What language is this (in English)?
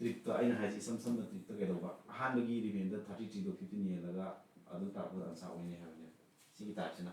Manipuri